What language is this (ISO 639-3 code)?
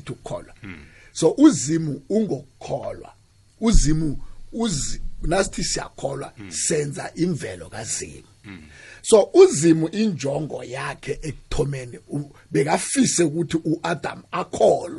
nbl